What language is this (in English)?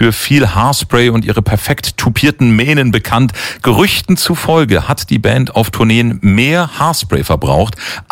German